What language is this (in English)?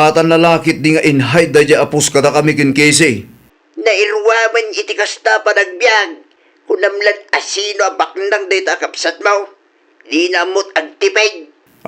Iloko